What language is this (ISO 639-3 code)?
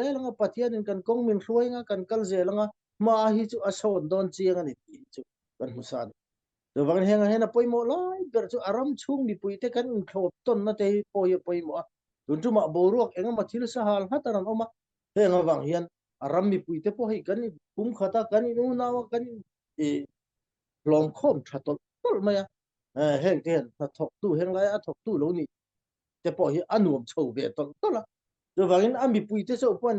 cfm